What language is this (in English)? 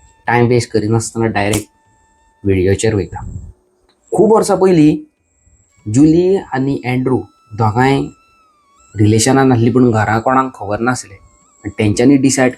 Konkani